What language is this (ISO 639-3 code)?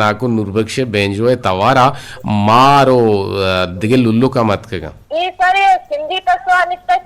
bgp